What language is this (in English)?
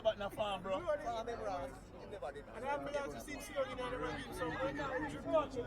Jamaican Creole English